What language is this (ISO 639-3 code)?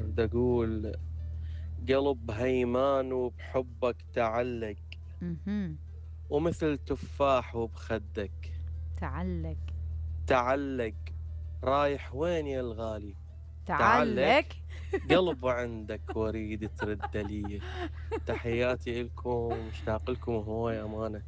acm